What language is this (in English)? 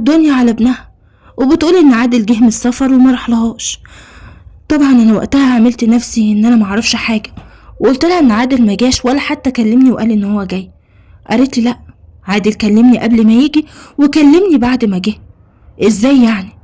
Egyptian Arabic